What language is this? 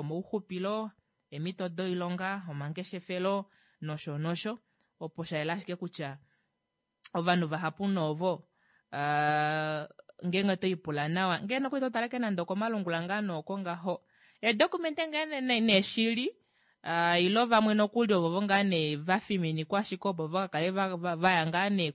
Kuanyama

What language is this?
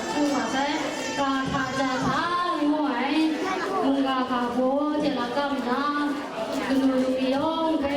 Kachin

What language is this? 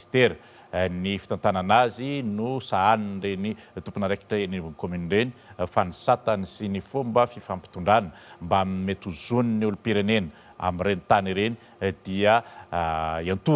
Malagasy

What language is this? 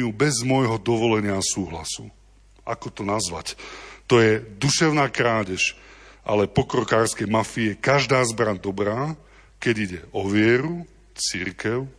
Slovak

